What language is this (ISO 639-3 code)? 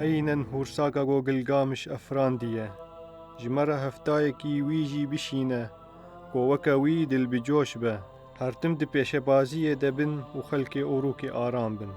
kur